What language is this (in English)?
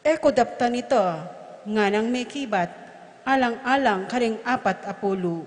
Pampanga